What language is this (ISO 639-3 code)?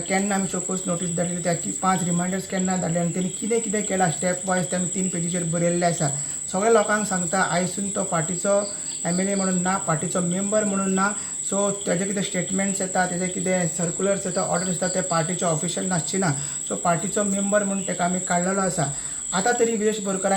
kok